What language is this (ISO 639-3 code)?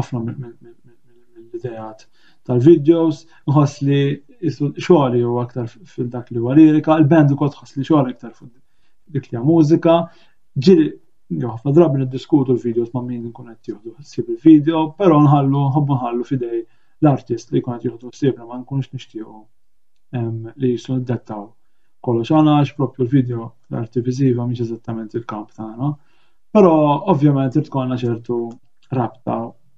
mlt